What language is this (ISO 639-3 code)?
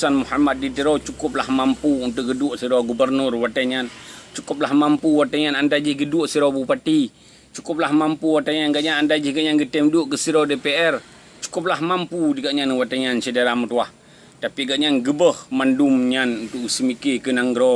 ace